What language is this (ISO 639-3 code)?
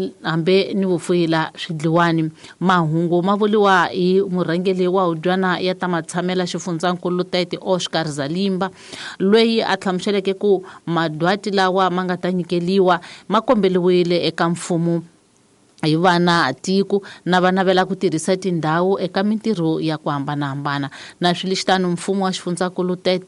tso